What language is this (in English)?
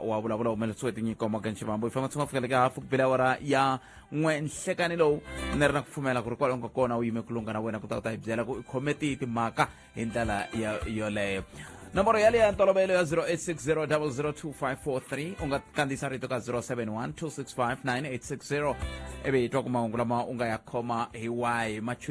Tsonga